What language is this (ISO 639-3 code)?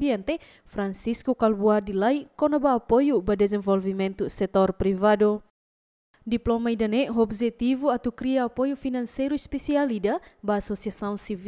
tet